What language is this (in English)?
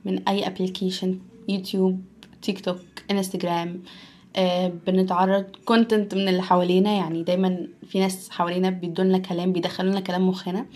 Egyptian Arabic